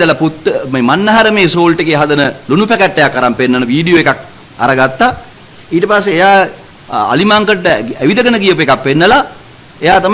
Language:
Sinhala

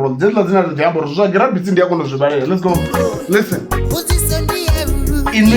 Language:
Venda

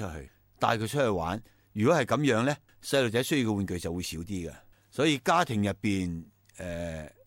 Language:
Cantonese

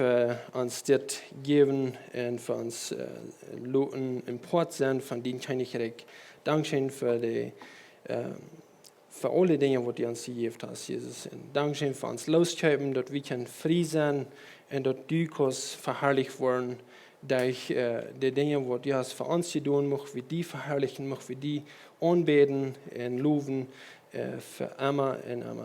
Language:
Plautdietsch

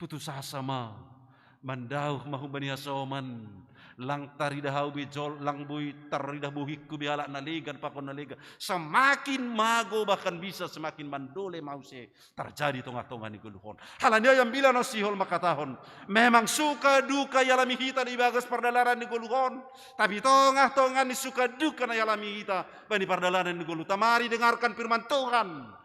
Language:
Batak Simalungun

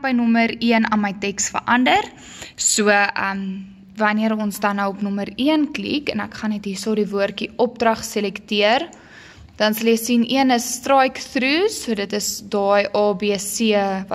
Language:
Afrikaans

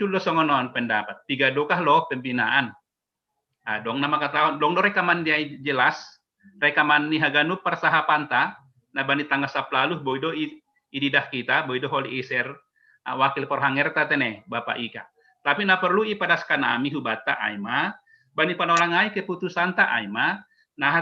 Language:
Batak Simalungun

